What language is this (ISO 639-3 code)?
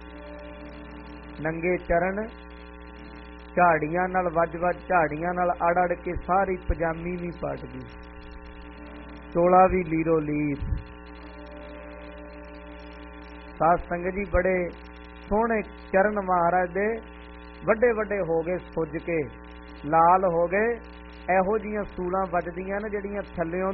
pan